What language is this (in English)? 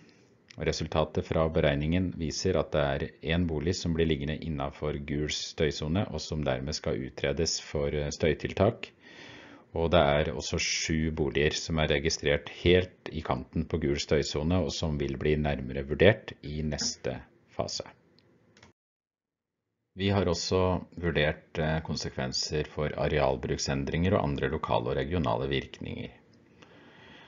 Norwegian